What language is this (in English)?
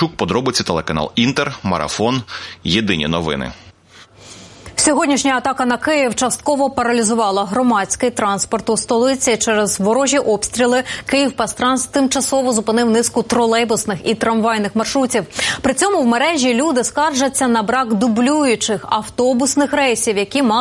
Ukrainian